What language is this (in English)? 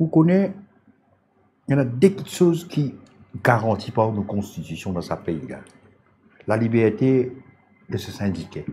Morisyen